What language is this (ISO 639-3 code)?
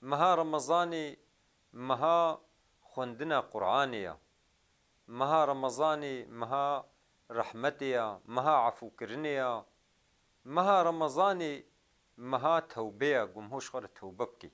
kur